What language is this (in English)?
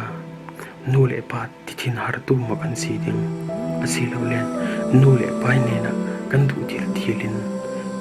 Falam Chin